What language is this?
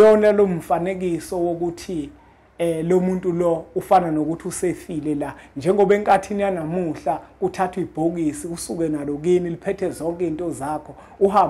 Zulu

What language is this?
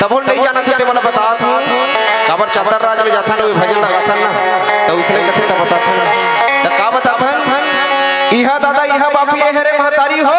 Chhattisgarhi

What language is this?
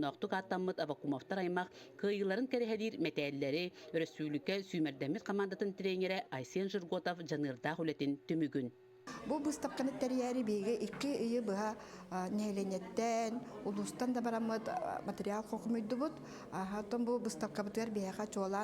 Yakut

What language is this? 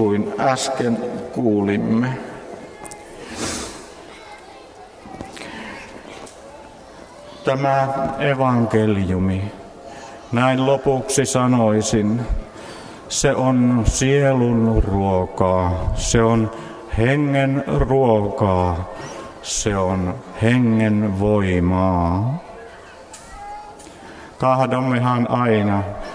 Finnish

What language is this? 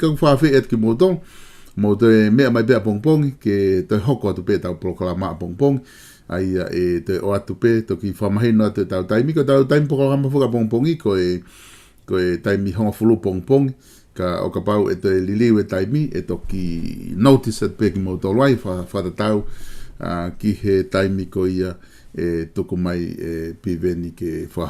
Tongan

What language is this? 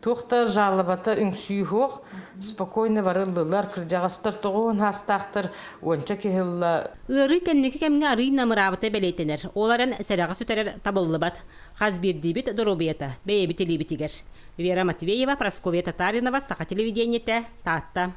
Yakut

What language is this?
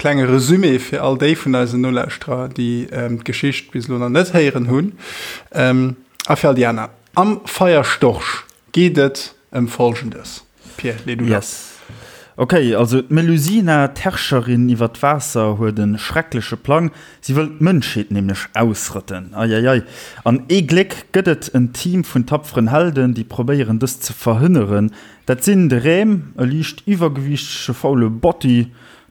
Luxembourgish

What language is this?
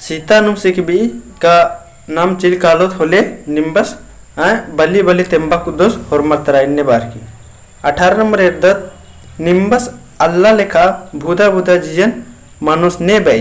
Kurukh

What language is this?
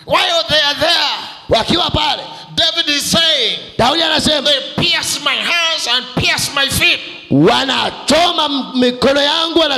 Swahili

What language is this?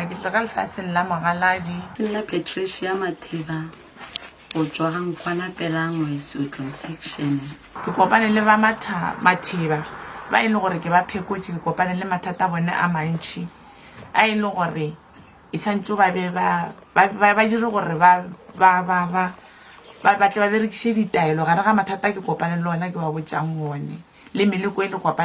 Northern Sotho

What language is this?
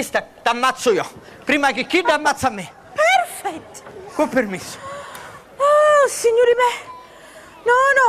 Sicilian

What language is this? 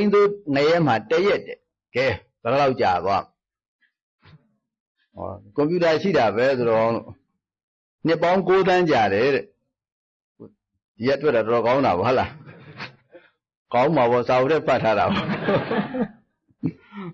Burmese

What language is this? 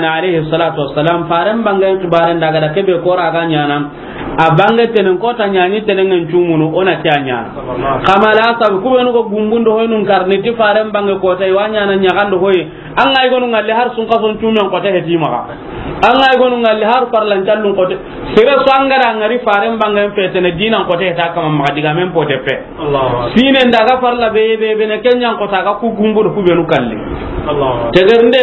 Soninke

